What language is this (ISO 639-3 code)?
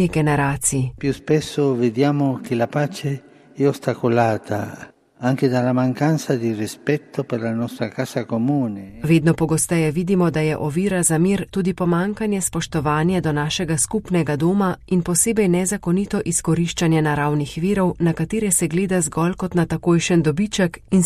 slv